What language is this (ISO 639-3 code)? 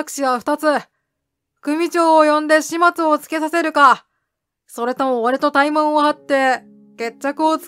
jpn